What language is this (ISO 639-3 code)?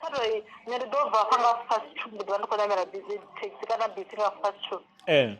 ven